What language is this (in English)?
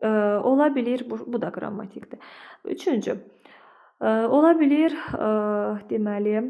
Azerbaijani